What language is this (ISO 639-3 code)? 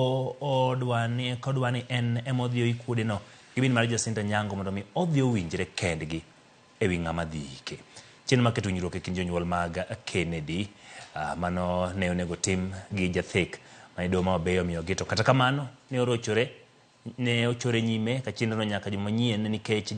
luo